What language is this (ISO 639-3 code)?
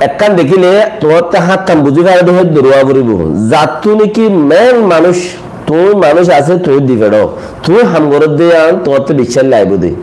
rhg